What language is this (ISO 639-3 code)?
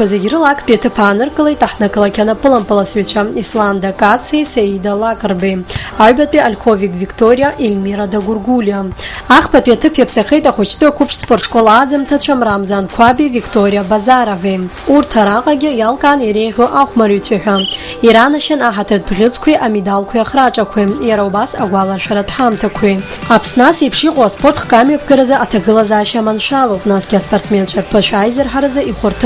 abk